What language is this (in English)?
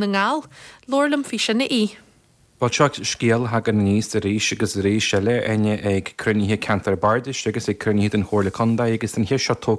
Irish